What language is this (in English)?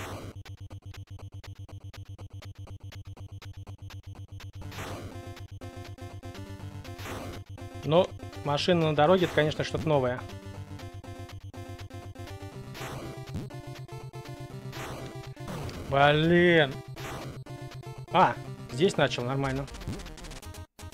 Russian